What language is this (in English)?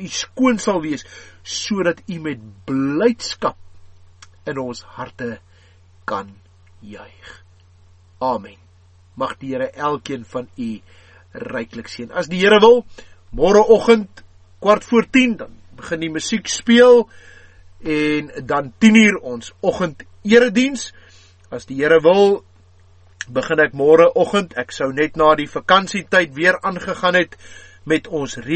Afrikaans